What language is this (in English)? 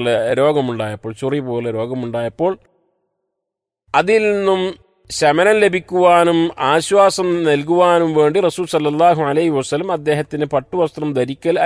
Malayalam